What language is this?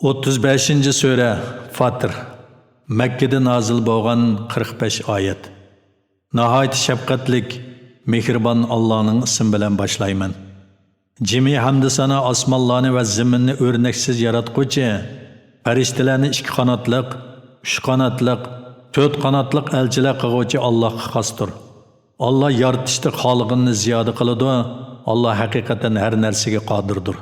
Uyghur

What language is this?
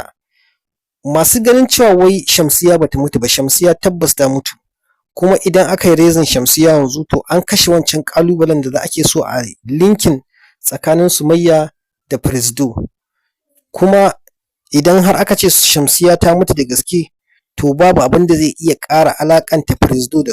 Hausa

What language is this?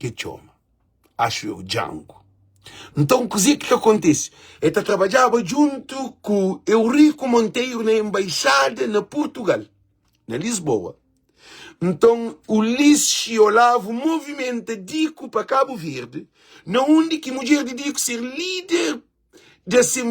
Kabuverdianu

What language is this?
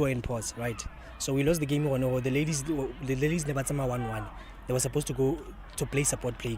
Tswana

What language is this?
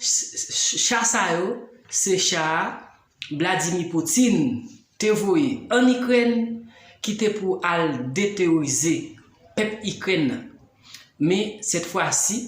Haitian Creole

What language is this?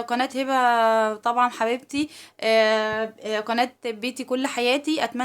Egyptian Arabic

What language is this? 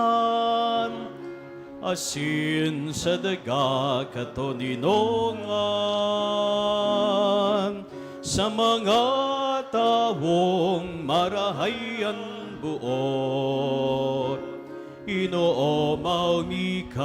Bikol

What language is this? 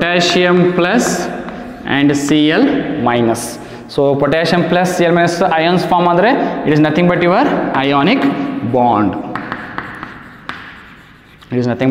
Kannada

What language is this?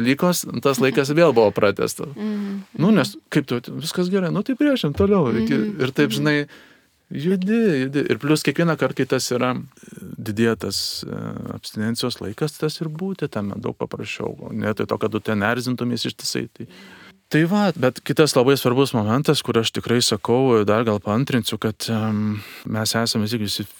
Lithuanian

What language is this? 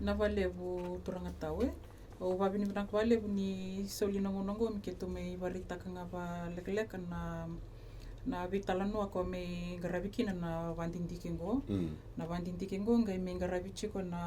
Fijian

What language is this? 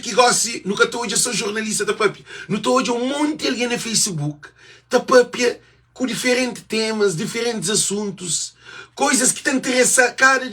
Kabuverdianu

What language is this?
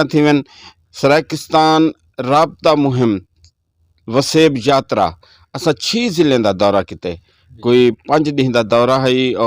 Saraiki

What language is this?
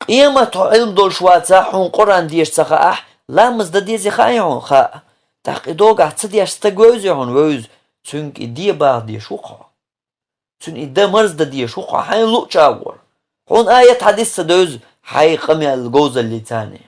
Chechen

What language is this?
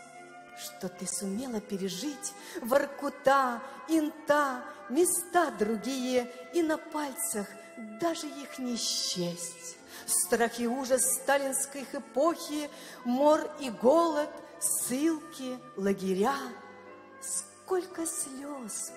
Russian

